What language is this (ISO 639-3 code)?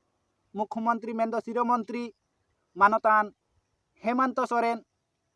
sat